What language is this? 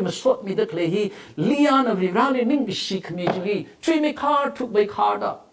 Tangkhul Naga (India)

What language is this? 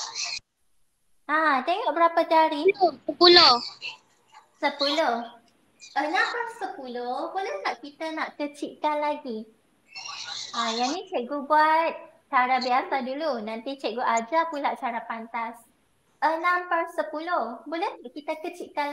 Malay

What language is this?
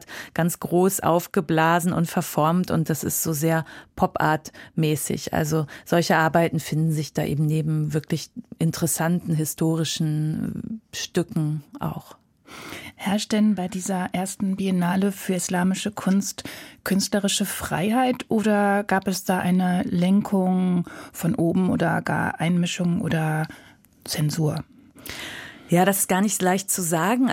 German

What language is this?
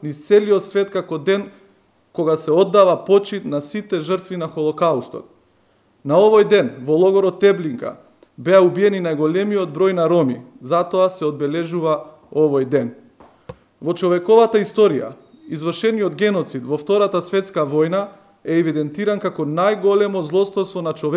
Macedonian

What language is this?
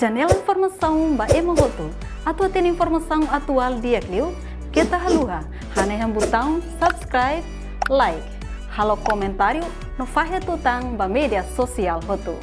Tetum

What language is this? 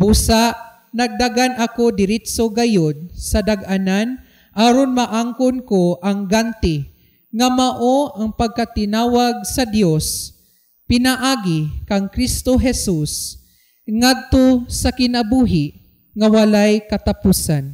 Cebuano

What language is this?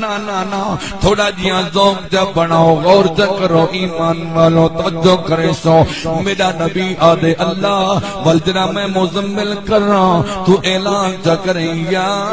Saraiki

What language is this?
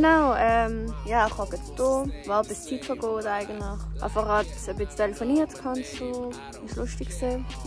Swiss German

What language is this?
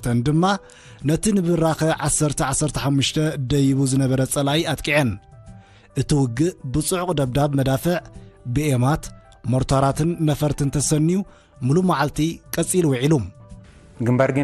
Tigrinya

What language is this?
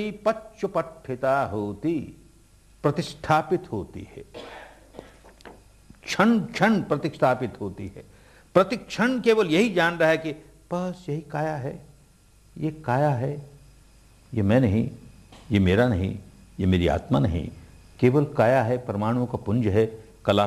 Hindi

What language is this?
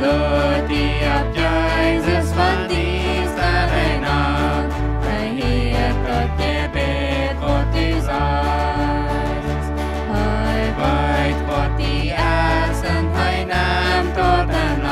Plautdietsch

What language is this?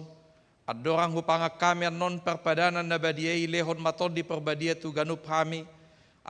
Batak Toba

